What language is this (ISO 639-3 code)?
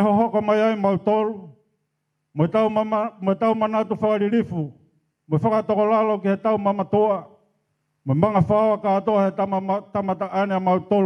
ton